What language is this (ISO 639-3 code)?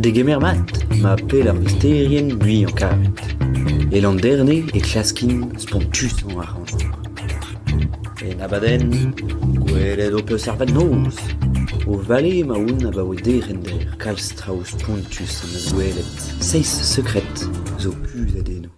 bre